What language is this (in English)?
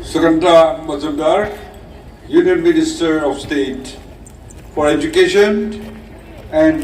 Naga Pidgin